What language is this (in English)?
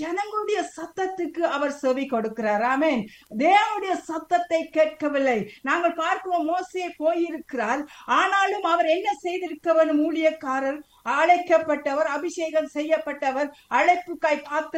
Tamil